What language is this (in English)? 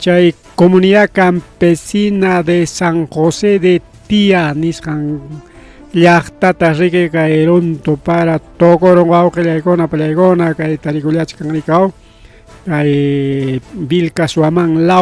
Ayacucho Quechua